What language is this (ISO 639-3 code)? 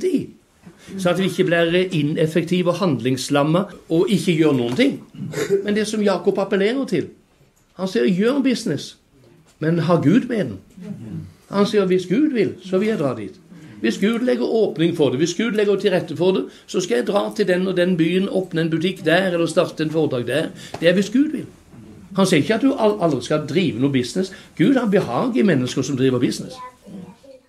nor